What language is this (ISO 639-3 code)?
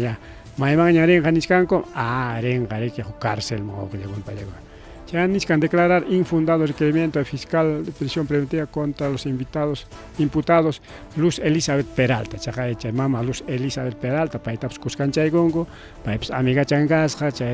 quy